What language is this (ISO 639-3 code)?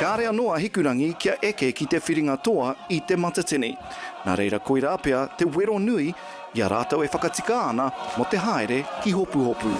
mri